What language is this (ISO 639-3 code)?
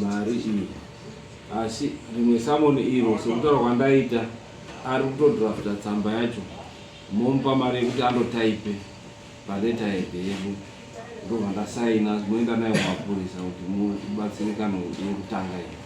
sna